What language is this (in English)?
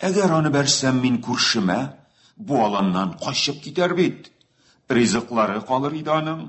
Tatar